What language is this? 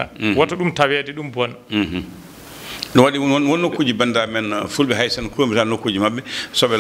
Fula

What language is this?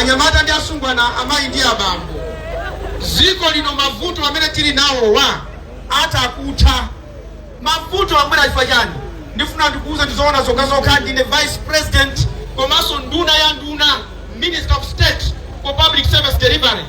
Nyanja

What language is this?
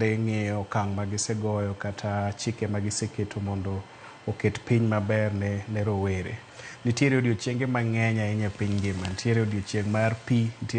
Luo (Kenya and Tanzania)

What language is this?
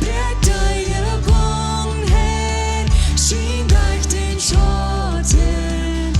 Plautdietsch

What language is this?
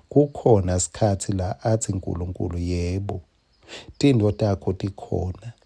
Swati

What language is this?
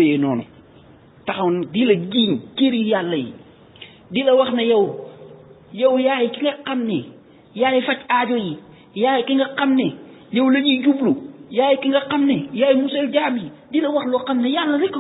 Wolof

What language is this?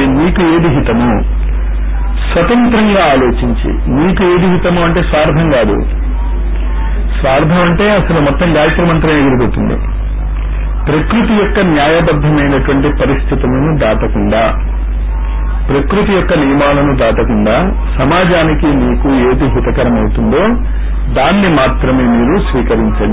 Telugu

